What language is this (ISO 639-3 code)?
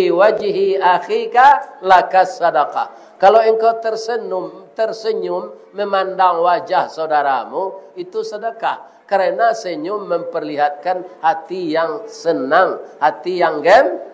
min